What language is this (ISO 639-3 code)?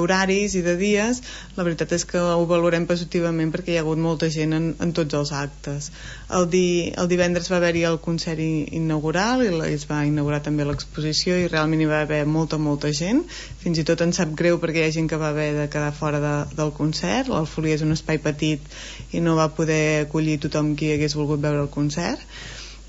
cat